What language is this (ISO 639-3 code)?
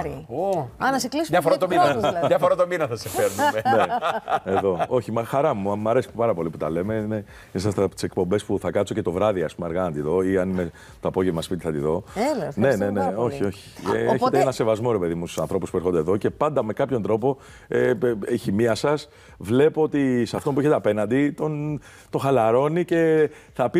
ell